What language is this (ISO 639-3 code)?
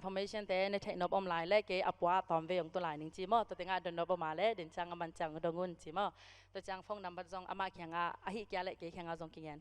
ctd